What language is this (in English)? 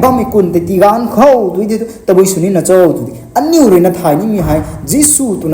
Rongmei Naga